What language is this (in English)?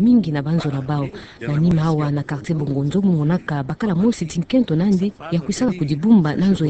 Kituba (Democratic Republic of Congo)